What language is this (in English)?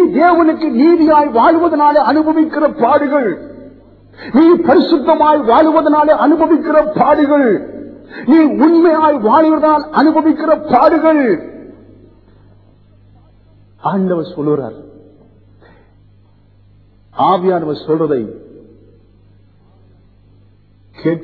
Tamil